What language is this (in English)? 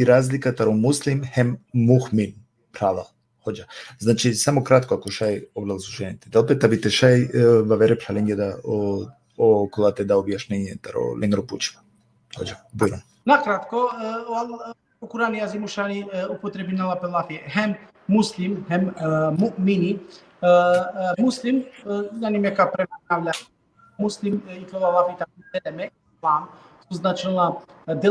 Balkan Romani